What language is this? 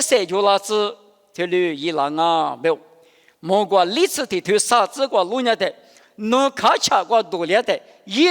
Lisu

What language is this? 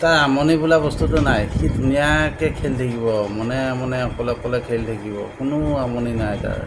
Assamese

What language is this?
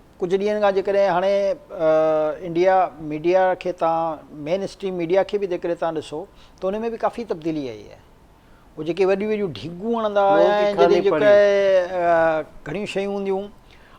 Sindhi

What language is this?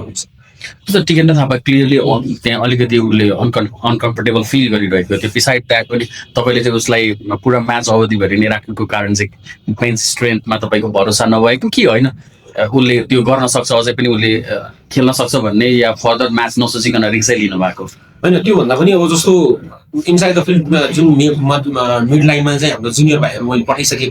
Nepali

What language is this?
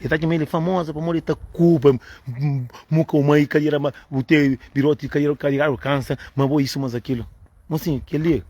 Kabuverdianu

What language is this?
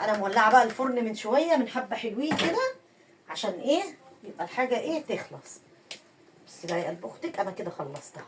Egyptian Arabic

